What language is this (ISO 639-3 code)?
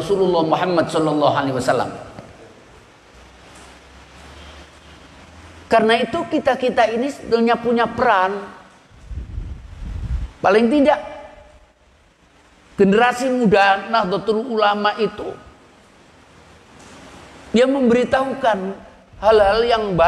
ind